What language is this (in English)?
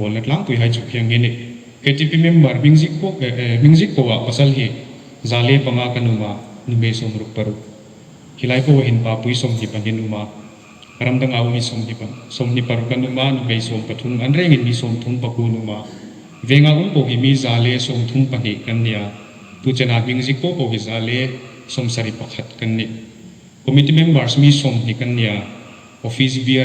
Hmar